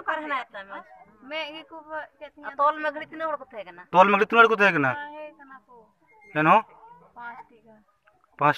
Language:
Santali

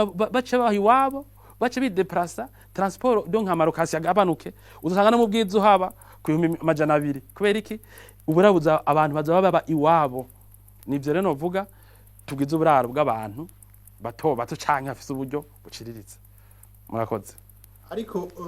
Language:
Rundi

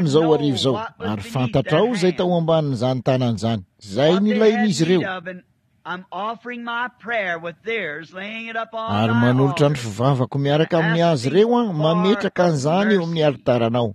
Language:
Malagasy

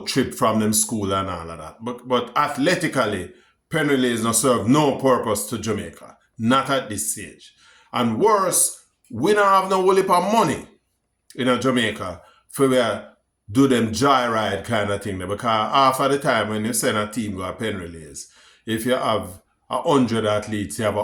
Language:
Jamaican Creole English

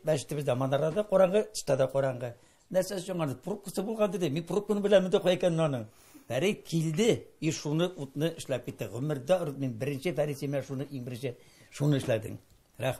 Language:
Tatar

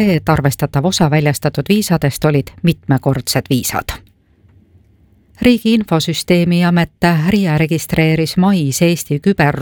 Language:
Estonian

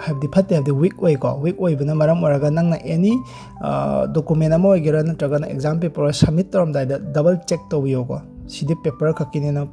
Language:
Manipuri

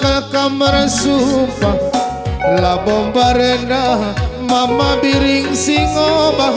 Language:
Batak Karo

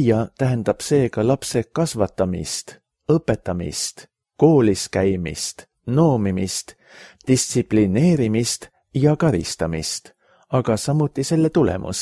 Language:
Estonian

